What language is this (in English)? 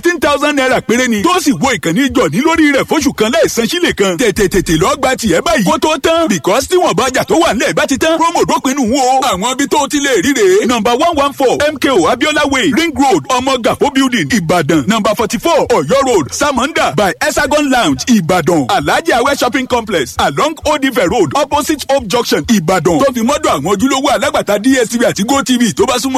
Yoruba